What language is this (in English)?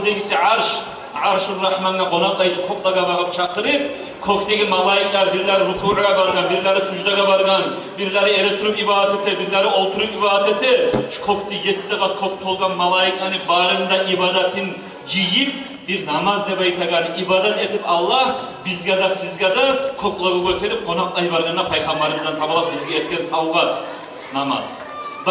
Kumyk